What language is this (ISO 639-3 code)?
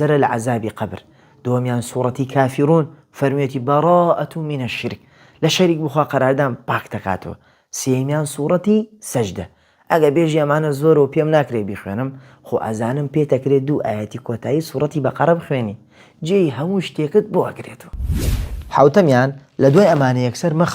ckb